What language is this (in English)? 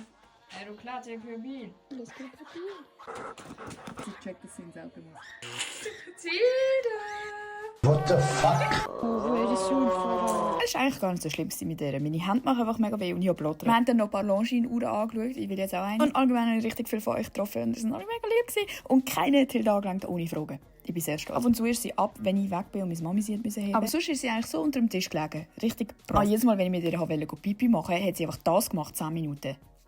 Swiss German